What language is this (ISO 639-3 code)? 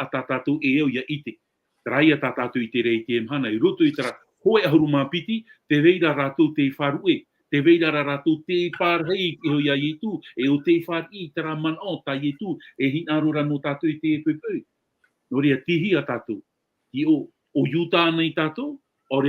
tah